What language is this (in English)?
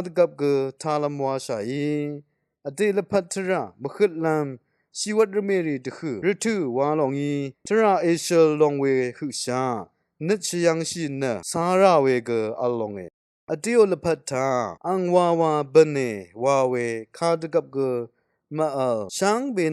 Rawang